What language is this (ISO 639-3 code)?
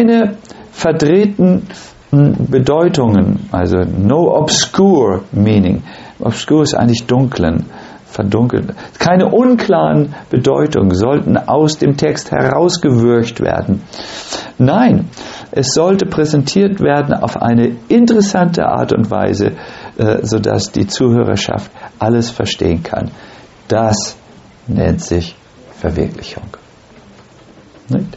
deu